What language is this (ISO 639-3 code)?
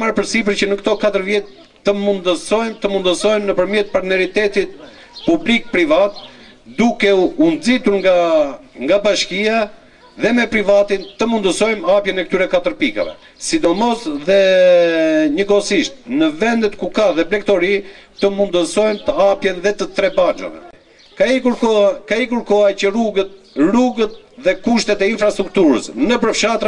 sqi